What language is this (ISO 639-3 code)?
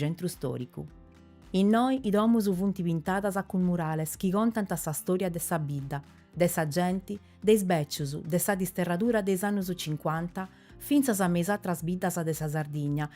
srd